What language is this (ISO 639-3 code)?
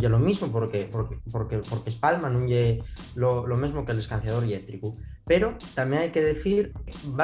ast